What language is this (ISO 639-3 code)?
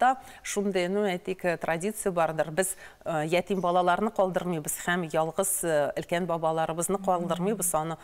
tat